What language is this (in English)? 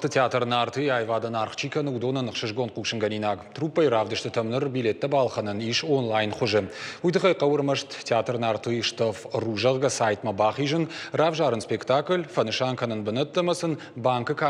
Ossetic